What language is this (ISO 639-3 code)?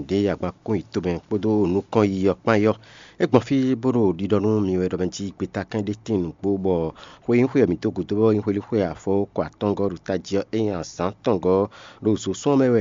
fon